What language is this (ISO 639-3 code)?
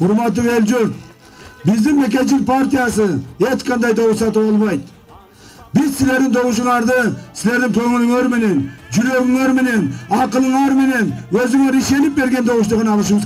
kir